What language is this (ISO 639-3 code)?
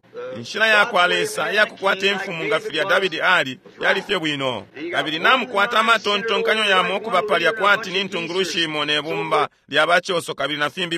bem